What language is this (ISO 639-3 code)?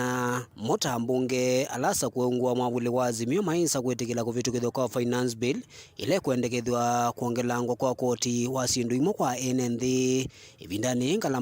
kam